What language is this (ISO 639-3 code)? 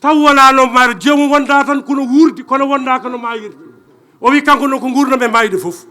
ful